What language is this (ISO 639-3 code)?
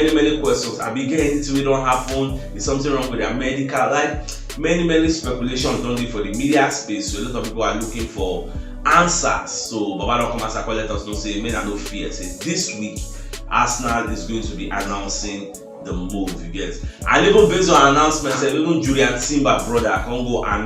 pcm